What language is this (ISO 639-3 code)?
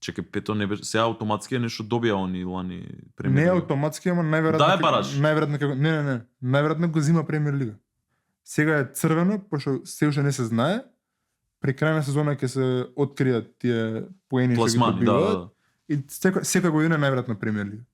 mkd